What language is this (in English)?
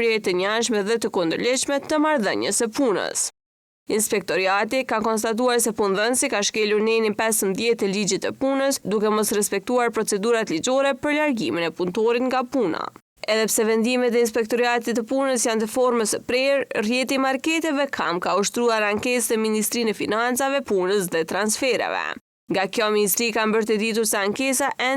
Albanian